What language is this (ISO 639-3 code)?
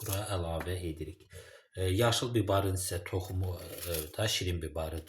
aze